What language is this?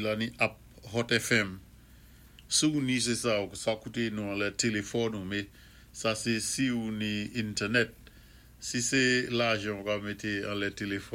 Saint Lucian Creole French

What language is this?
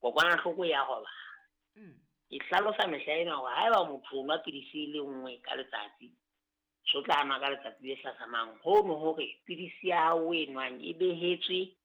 Southern Sotho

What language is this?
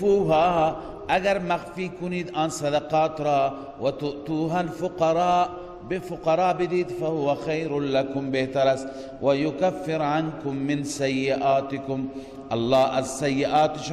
Persian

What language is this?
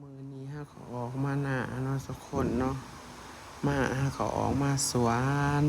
Northeastern Thai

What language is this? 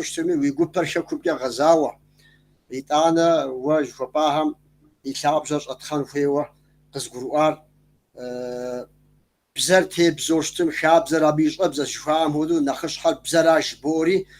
Kabardian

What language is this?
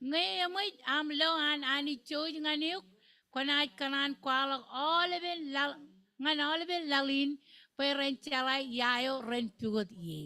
Marshallese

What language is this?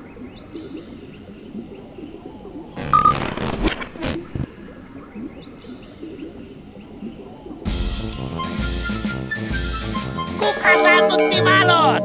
Finnish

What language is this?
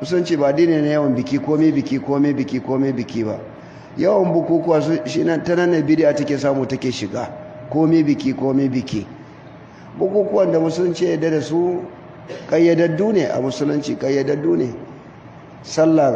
Hausa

